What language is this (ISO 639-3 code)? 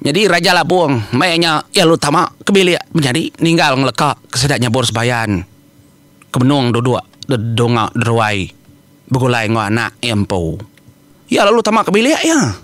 iba